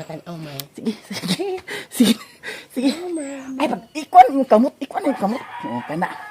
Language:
Cebuano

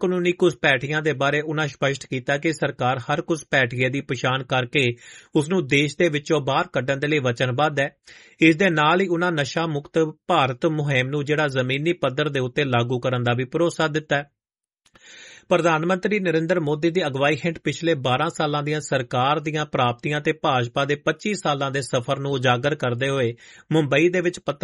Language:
Punjabi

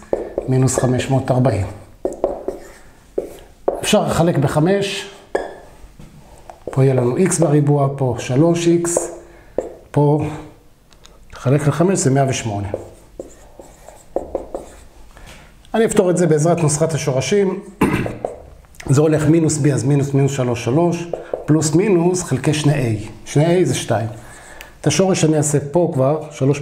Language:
Hebrew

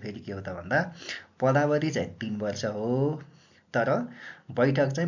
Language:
Nepali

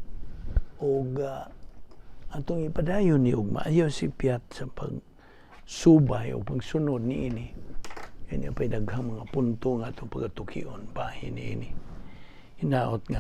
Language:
Cebuano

